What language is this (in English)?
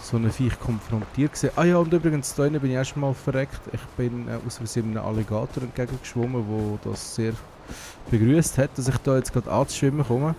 Swiss German